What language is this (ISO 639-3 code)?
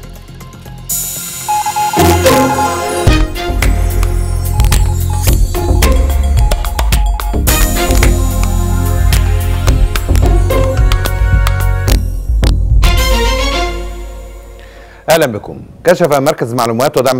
ara